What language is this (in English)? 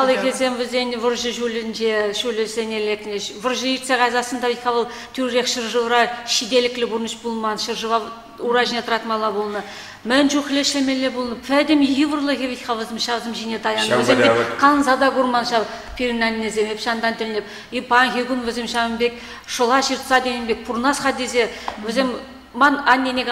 Chuvash